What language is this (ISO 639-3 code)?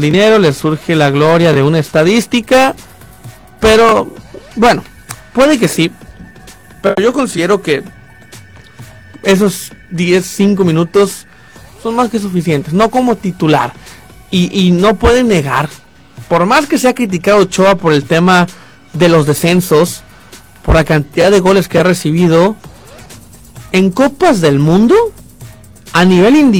spa